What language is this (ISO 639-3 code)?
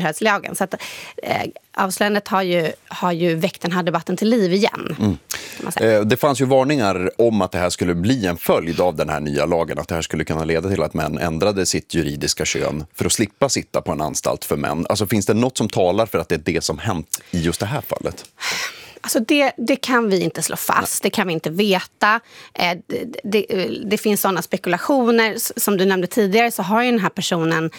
swe